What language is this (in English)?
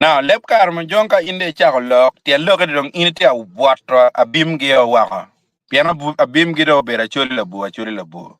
Acoli